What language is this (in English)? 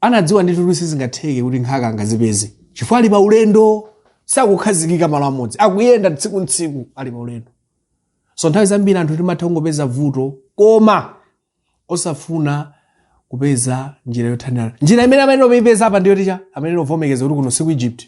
Nyanja